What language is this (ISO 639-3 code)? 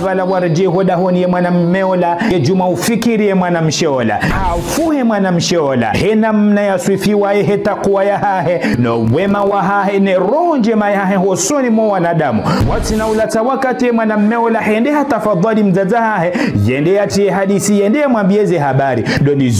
zdj